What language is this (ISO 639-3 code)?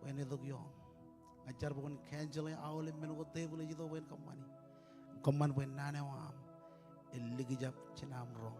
mah